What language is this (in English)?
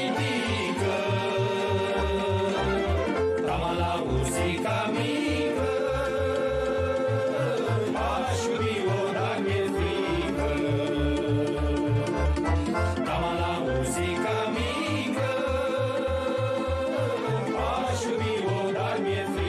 Romanian